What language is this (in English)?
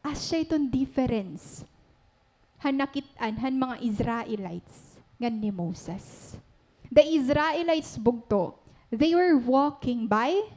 Waray